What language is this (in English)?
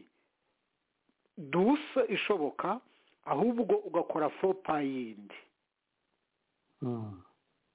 Kinyarwanda